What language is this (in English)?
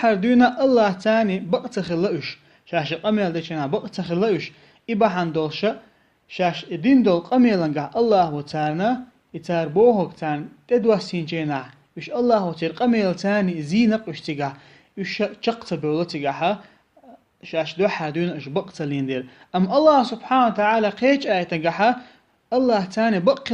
Chechen